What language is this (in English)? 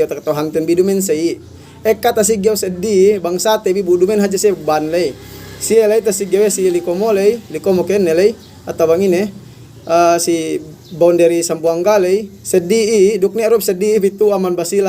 Yakan